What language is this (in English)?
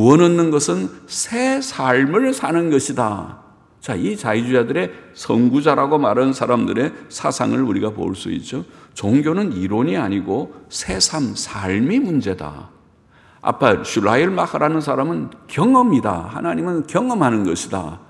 Korean